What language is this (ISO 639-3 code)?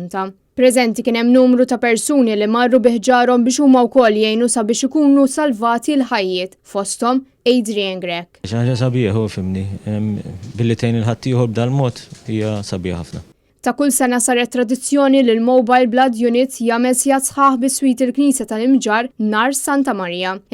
mlt